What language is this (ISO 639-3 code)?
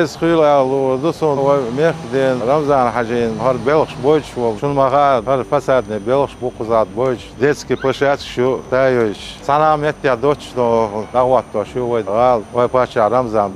che